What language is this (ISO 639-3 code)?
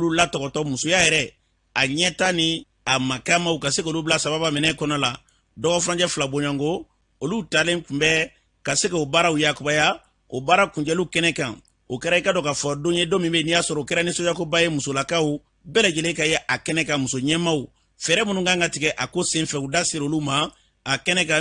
bam